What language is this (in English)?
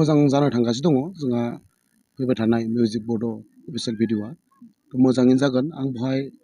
Bodo